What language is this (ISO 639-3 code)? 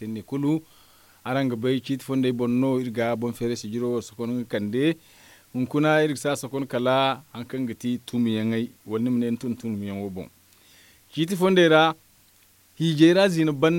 dje